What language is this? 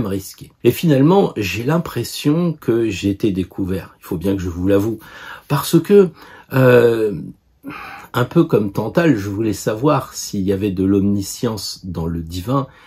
French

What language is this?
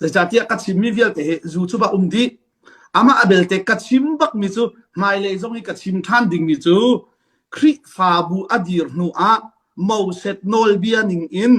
Hakha Chin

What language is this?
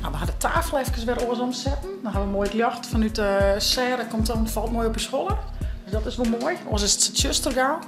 Western Frisian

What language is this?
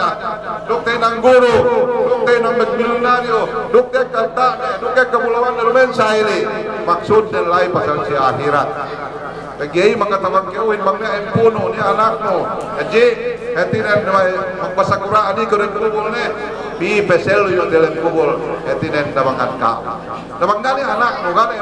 Yakan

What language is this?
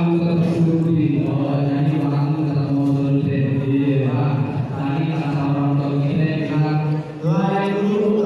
Betawi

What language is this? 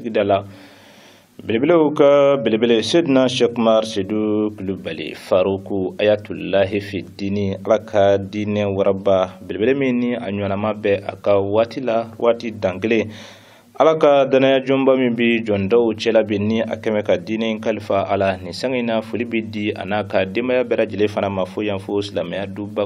Bambara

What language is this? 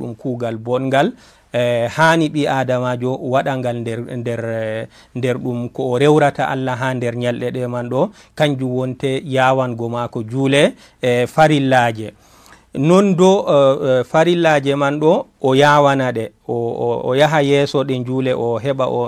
Fula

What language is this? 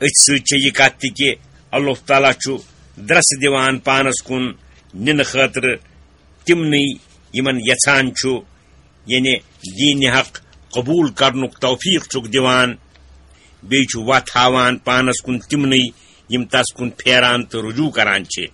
Kashmiri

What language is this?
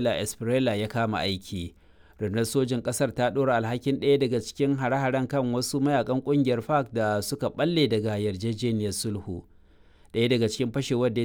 Hausa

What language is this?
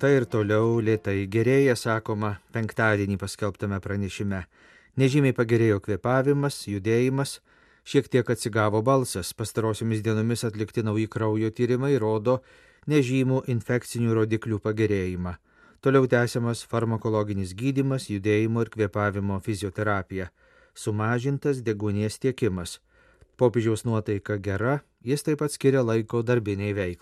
Lithuanian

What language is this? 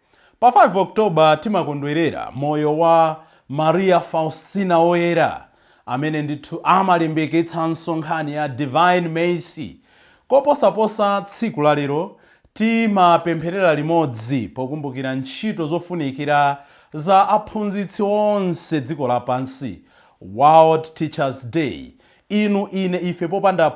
Nyanja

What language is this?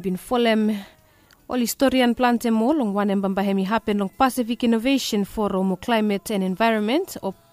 Bislama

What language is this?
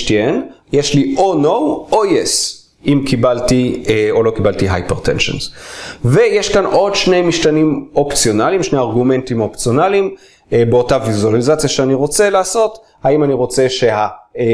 Hebrew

